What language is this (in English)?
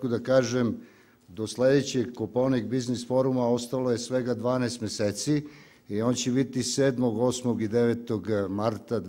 Serbian